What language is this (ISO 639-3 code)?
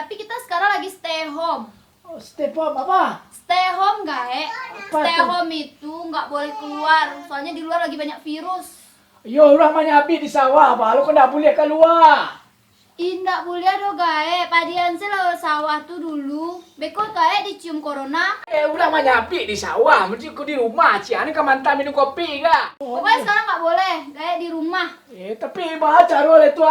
min